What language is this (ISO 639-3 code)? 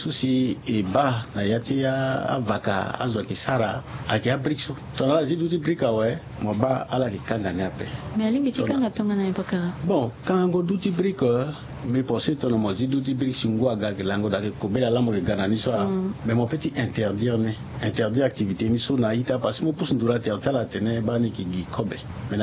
sag